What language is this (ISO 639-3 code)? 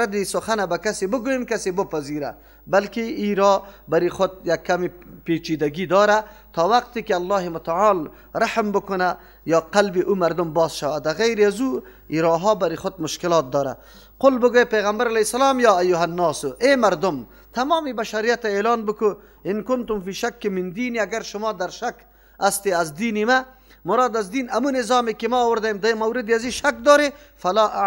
fas